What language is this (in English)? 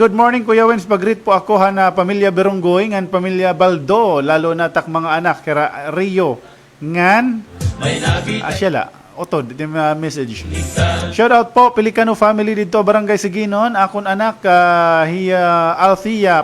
Waray